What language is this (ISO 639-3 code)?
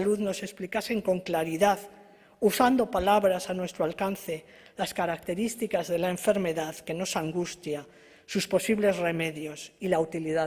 lad